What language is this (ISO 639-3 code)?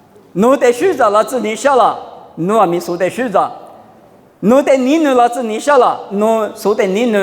lis